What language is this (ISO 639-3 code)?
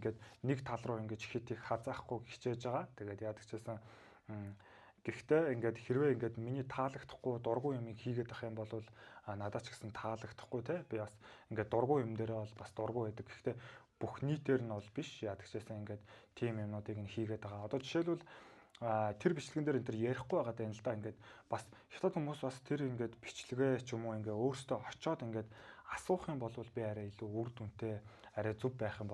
mon